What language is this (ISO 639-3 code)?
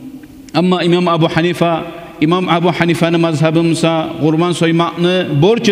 kum